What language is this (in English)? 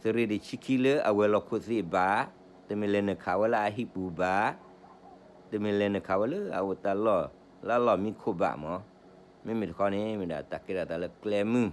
S'gaw Karen